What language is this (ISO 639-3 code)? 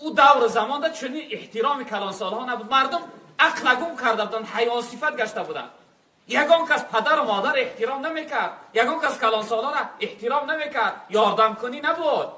tgk